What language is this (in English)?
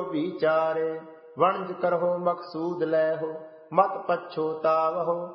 Punjabi